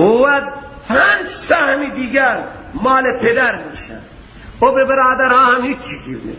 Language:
Persian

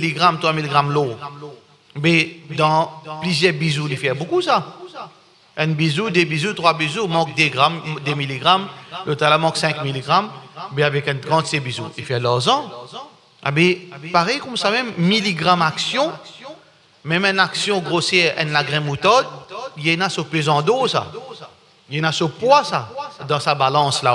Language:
Morisyen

